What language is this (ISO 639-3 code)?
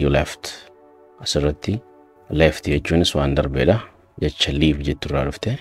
orm